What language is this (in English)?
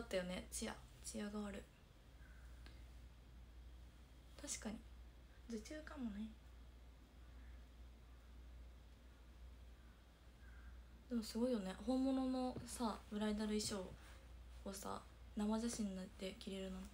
Japanese